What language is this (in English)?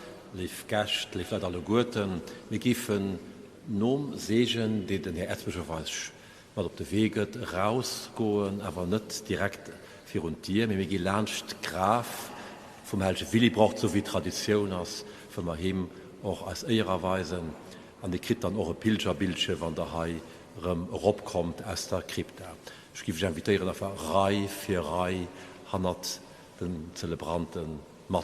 Luxembourgish